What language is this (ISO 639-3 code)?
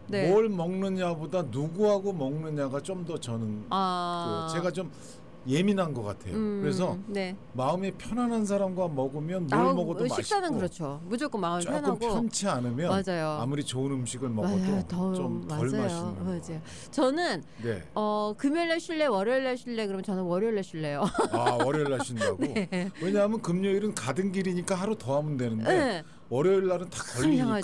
kor